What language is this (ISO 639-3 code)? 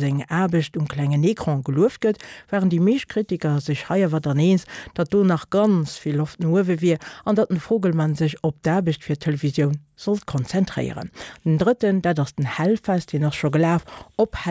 ltz